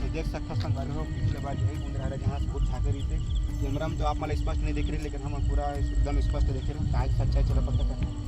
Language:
Chhattisgarhi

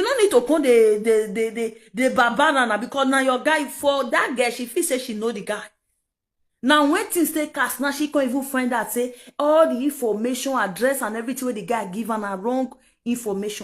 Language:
Nigerian Pidgin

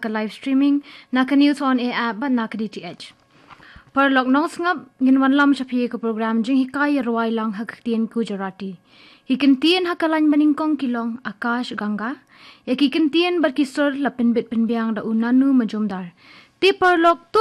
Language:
Khasi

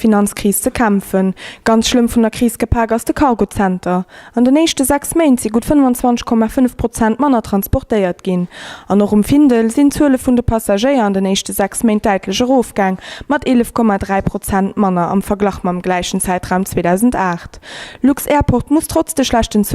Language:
Luxembourgish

